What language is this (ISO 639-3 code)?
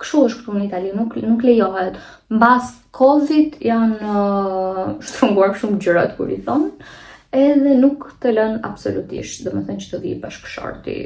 sqi